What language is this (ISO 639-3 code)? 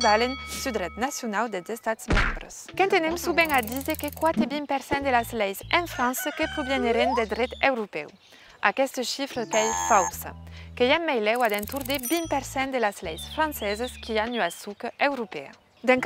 oci